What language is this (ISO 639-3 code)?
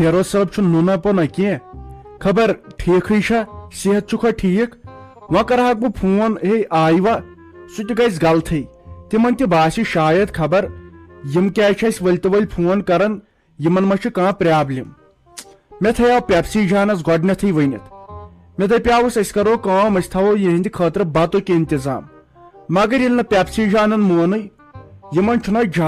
kas